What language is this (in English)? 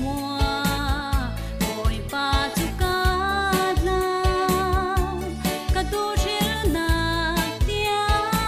Falam Chin